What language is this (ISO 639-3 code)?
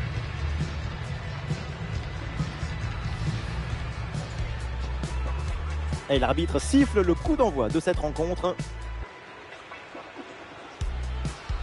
fra